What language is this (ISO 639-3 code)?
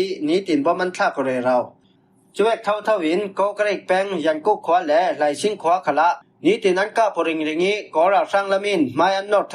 cfm